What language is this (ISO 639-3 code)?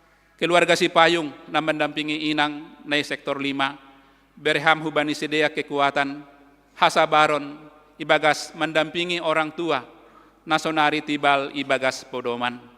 bts